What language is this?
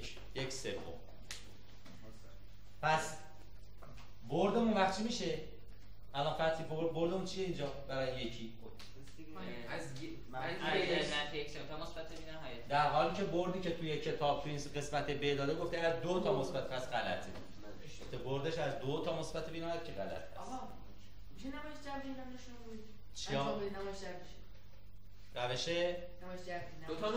Persian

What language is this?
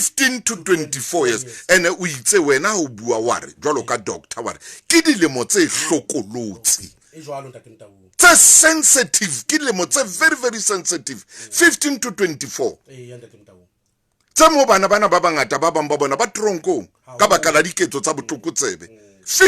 Southern Sotho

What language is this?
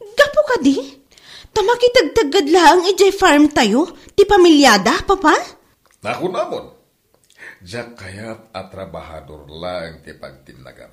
Iloko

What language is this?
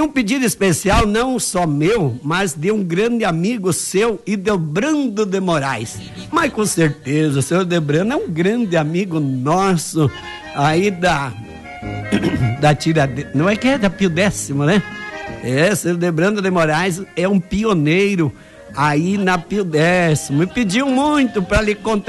Portuguese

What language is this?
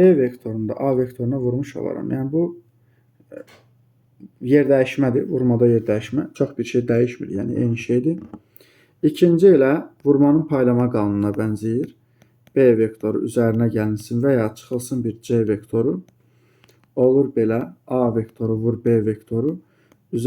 Azerbaijani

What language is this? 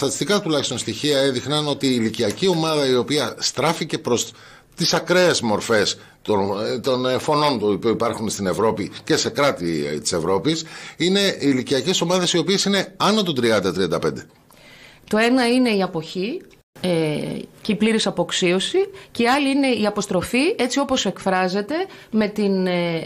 Greek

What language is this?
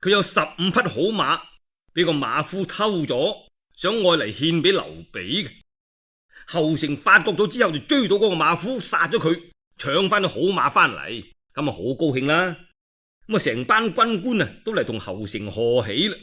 Cantonese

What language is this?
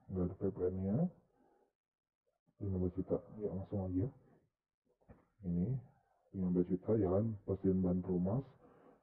Indonesian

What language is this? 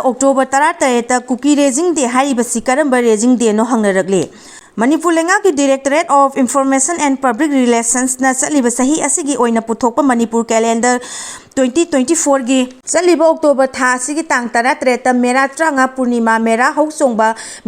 Manipuri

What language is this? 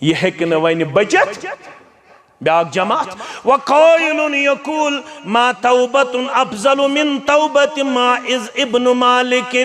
Kashmiri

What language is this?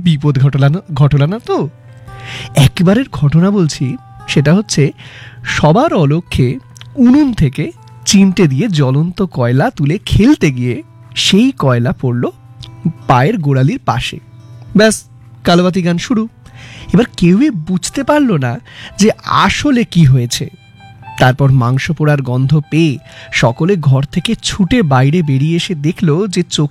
Bangla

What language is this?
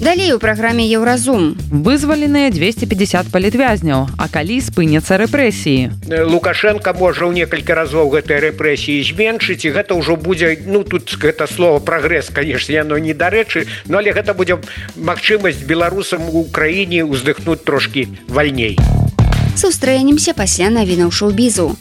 Belarusian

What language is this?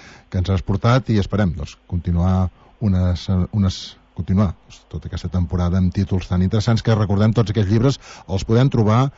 Catalan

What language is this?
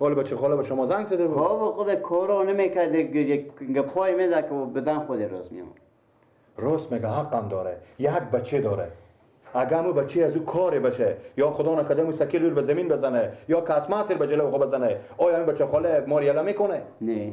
Persian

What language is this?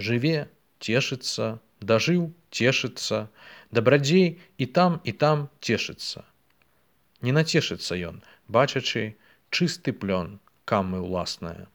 Belarusian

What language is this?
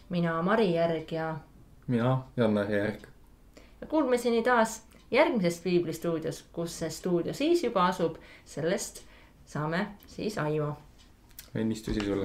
Estonian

